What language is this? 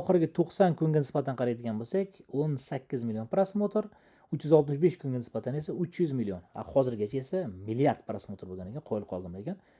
Uzbek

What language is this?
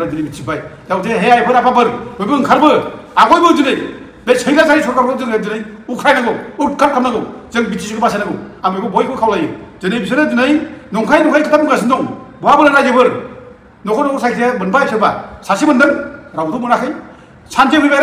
Bodo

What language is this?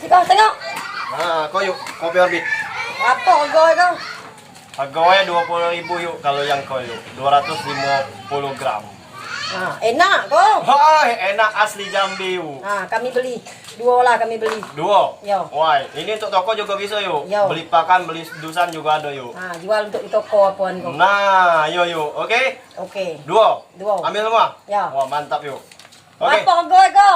Minangkabau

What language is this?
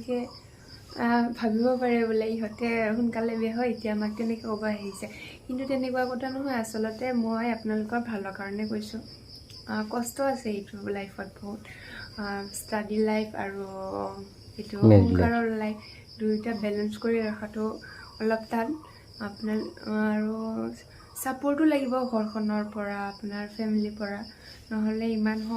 Assamese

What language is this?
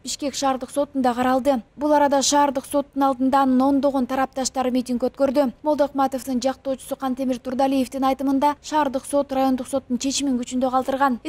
Kyrgyz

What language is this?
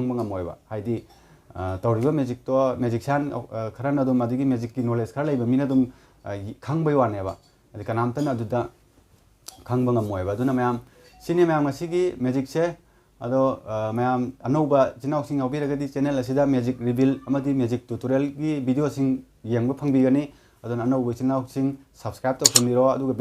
Manipuri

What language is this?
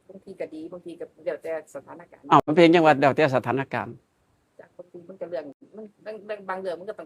Northeastern Thai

